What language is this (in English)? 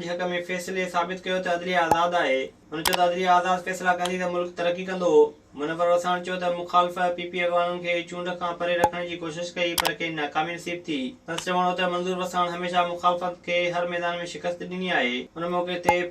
Sindhi